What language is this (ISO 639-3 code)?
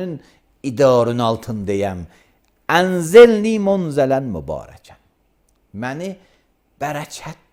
aze